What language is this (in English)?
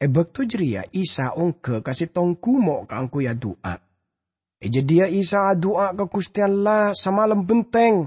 Madurese